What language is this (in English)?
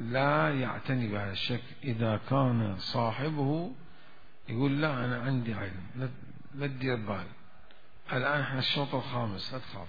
Mesopotamian Arabic